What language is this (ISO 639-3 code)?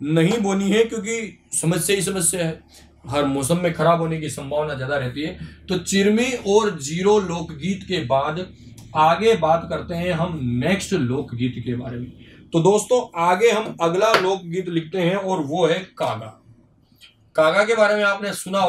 hin